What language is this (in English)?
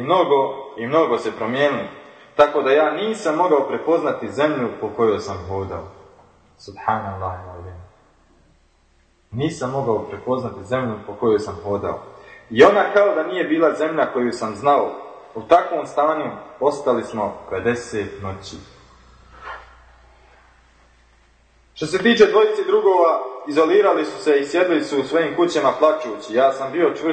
Bosnian